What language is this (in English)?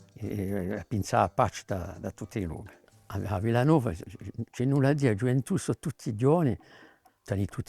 Corsican